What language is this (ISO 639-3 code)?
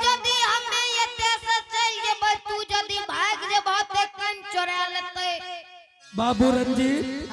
anp